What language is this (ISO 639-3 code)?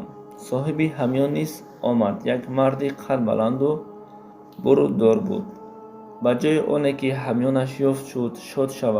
tgk